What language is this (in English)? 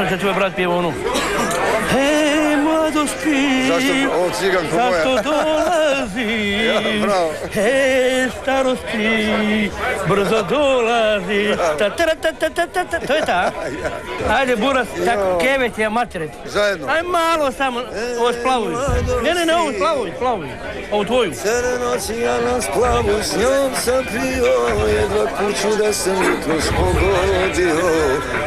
Croatian